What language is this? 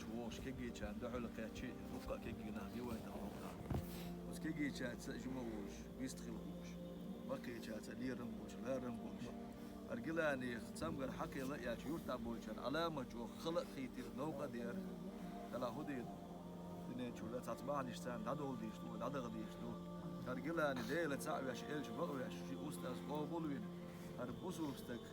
Chechen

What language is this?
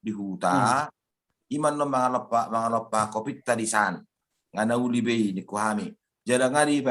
Batak Toba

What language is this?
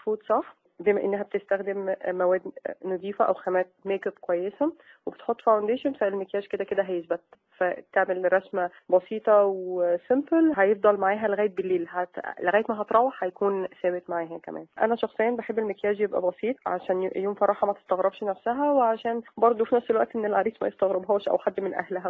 Egyptian Arabic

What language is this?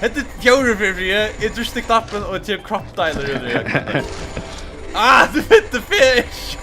Faroese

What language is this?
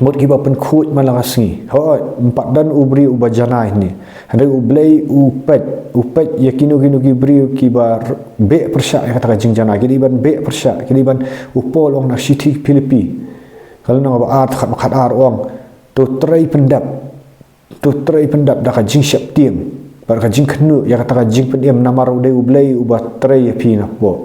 Khasi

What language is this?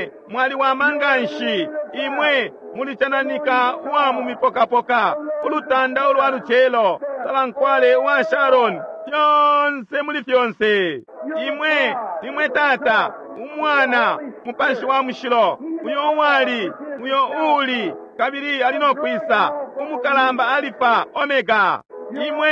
Bemba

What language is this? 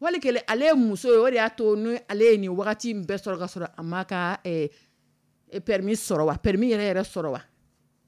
Dyula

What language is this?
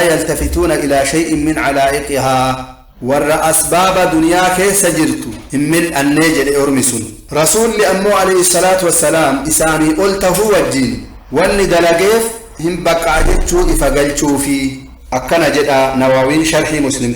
Oromo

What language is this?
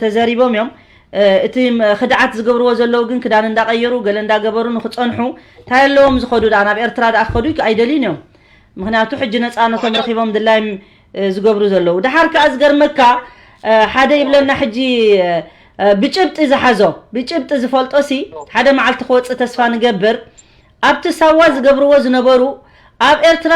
Tigrinya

